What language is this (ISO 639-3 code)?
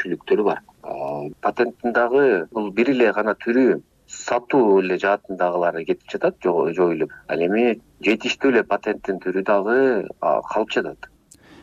kir